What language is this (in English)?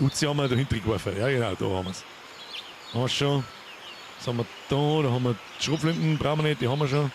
Bavarian